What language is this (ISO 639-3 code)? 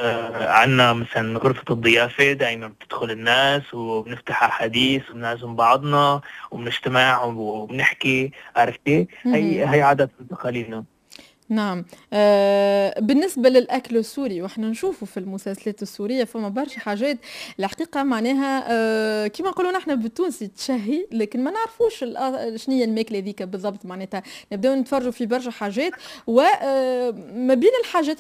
aeb